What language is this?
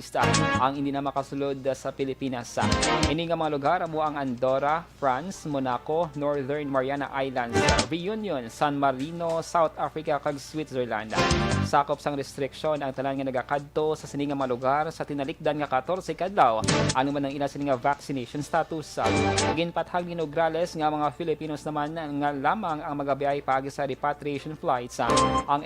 Hiligaynon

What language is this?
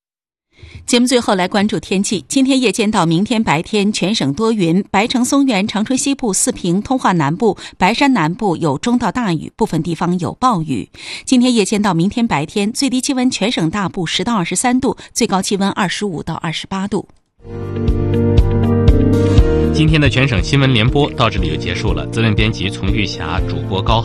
Chinese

